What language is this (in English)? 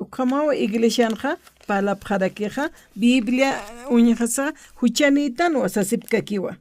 Aymara